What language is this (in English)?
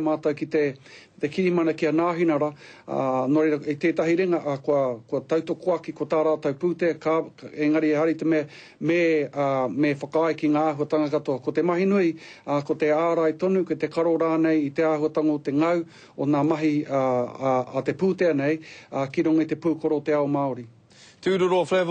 Māori